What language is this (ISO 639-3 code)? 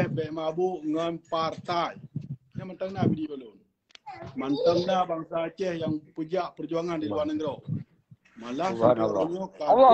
ace